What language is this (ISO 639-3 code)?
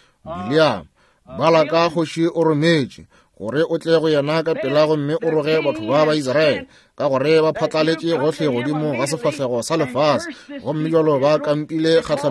nso